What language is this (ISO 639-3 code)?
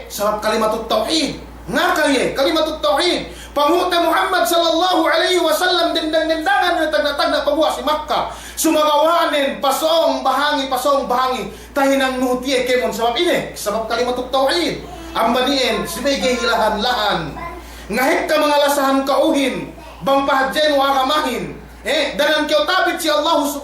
yka